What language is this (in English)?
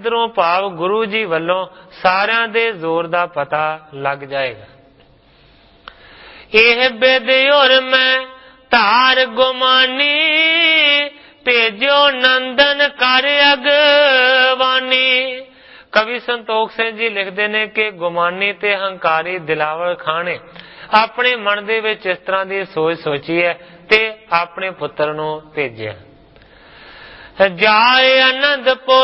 Punjabi